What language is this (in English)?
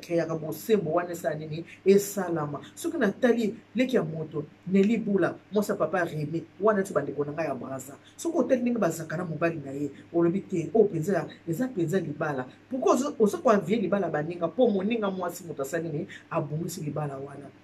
Lingala